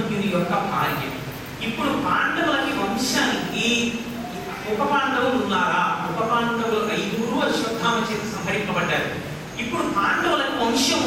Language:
Telugu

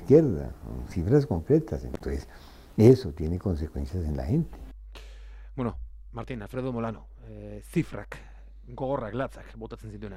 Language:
Basque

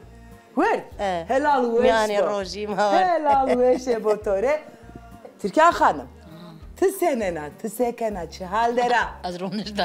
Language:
Zaza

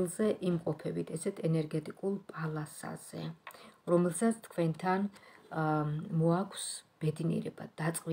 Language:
Georgian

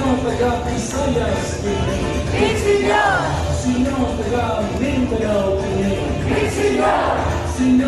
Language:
Cebuano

